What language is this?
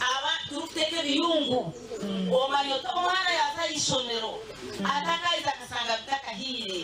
Nyankole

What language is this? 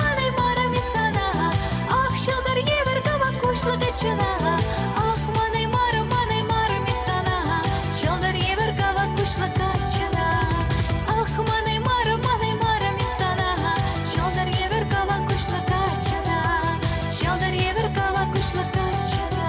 Chuvash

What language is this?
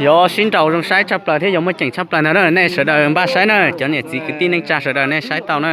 Hmong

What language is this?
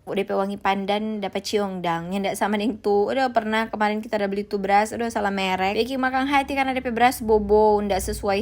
Manado Malay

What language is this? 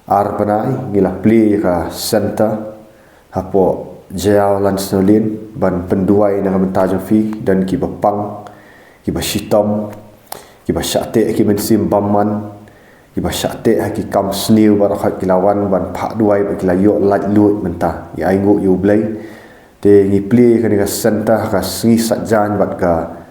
Khasi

